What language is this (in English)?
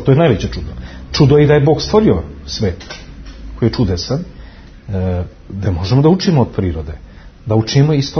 Serbian